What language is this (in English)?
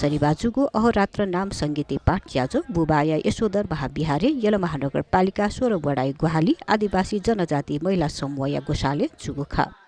Newari